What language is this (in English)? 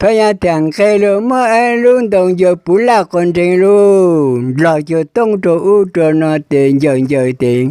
Hmong